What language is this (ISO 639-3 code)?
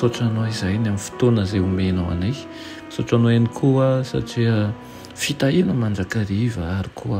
mlg